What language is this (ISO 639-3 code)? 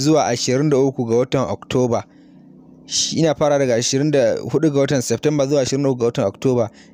hau